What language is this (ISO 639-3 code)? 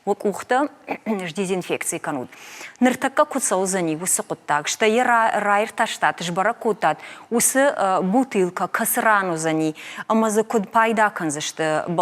oss